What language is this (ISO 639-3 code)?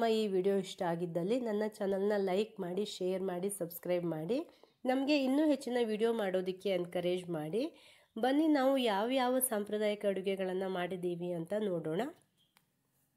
kan